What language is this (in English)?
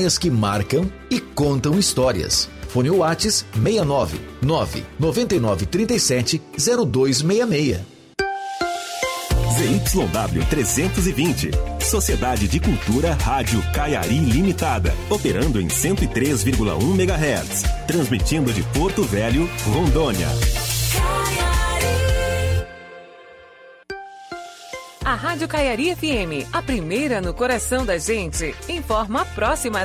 Portuguese